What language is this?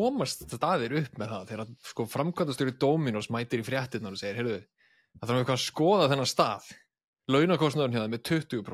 Icelandic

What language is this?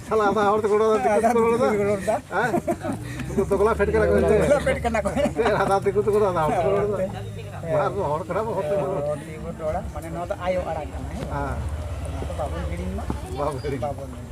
Santali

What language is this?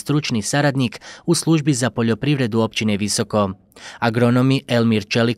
Bosnian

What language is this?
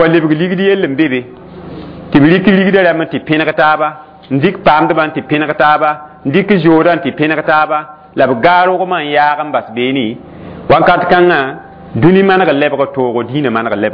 Mossi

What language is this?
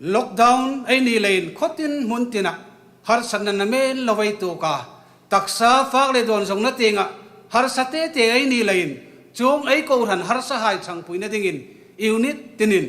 Hmar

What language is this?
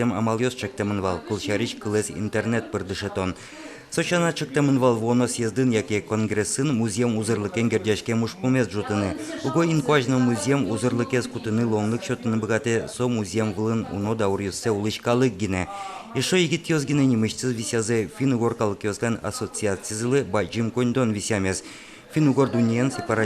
Udmurt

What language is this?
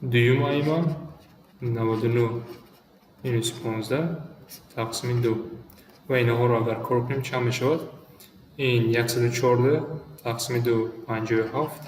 Tajik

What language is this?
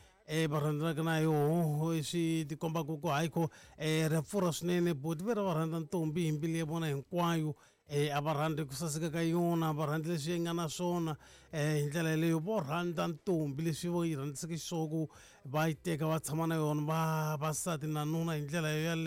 Tsonga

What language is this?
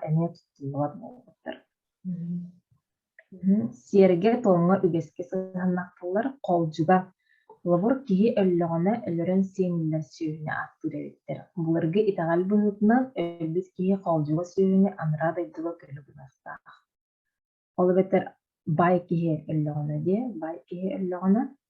Yakut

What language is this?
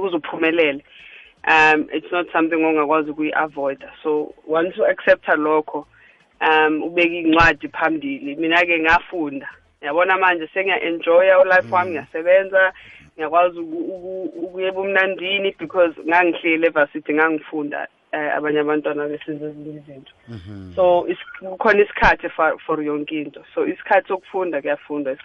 South Ndebele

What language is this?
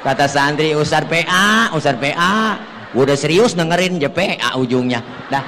Betawi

